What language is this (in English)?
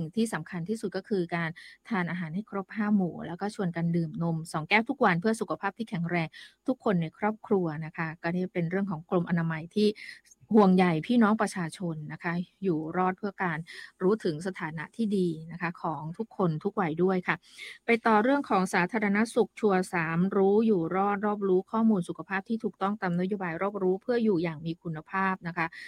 Thai